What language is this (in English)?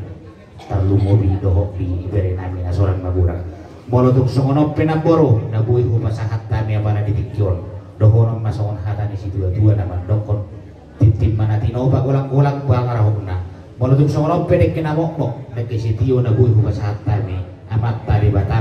Batak Toba